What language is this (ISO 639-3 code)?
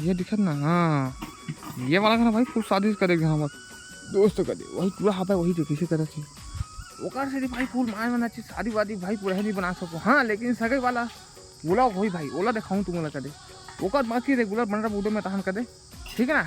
hne